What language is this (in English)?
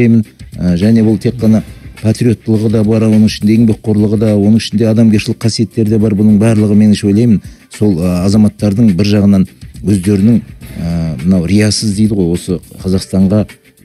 Kazakh